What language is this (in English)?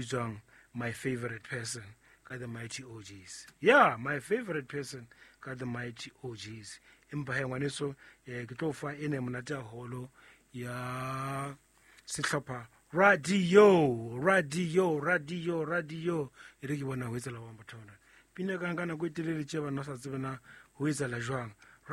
Southern Sotho